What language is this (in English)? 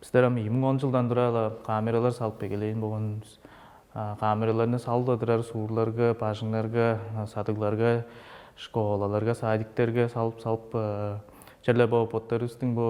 Tuvinian